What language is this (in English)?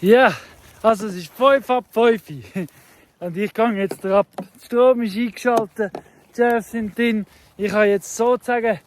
Swiss German